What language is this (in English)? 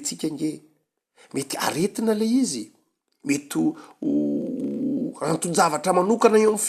Malagasy